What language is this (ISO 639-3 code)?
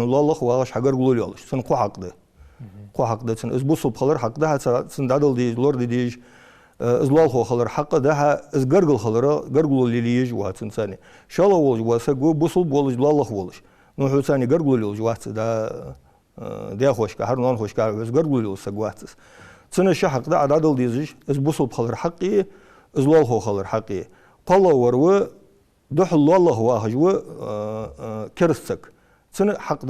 inh